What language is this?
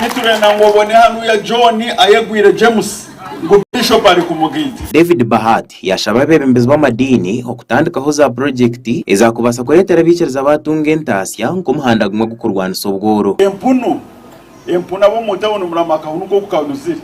Nyankole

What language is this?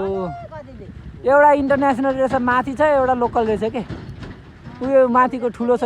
Nepali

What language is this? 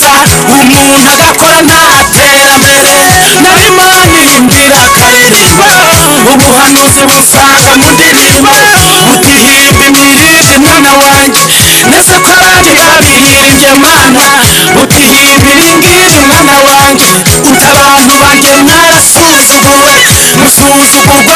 Kinyarwanda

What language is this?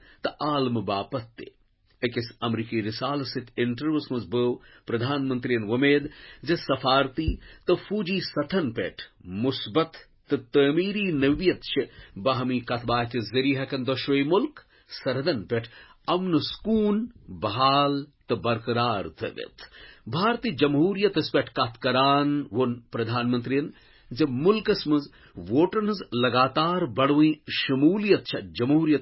Kashmiri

